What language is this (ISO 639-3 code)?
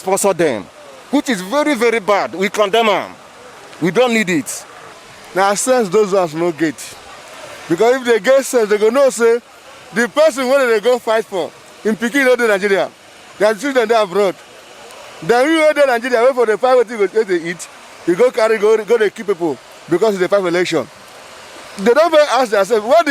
pcm